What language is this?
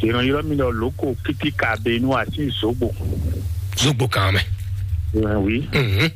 Fon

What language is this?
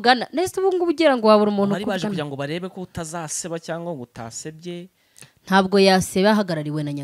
Kinyarwanda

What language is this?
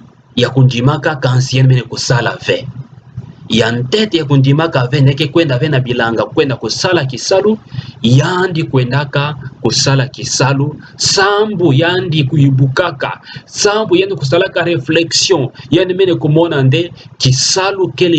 Kituba (Democratic Republic of Congo)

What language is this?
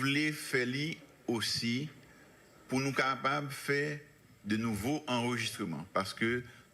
Haitian Creole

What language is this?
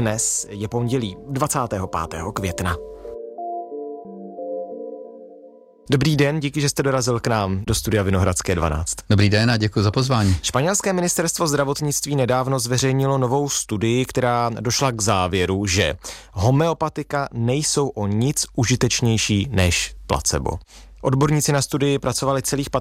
Czech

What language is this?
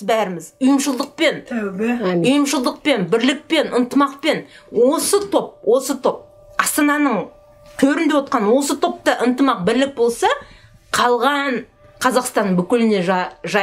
Kazakh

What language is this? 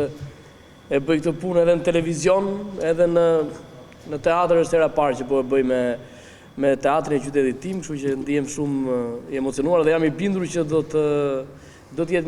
Albanian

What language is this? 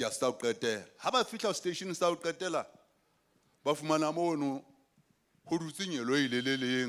Southern Sotho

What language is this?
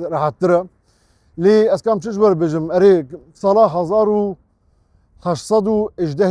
Kurdish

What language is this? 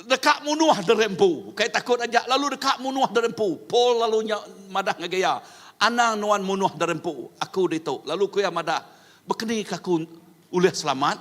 Iban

